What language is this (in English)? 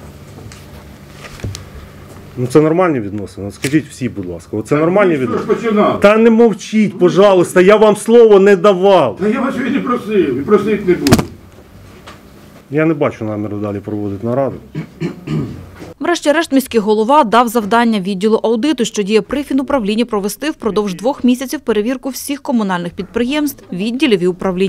Ukrainian